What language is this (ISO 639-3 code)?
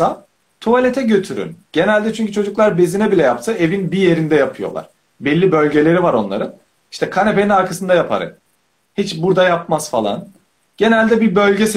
tur